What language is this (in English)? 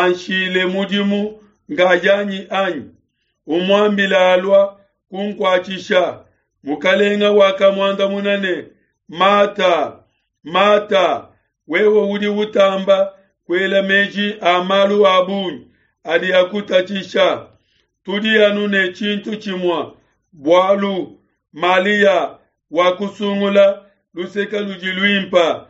Luba-Lulua